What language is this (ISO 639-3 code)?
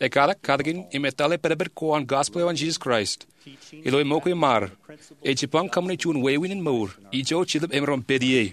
mah